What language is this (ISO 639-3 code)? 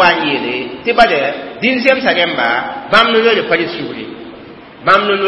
mos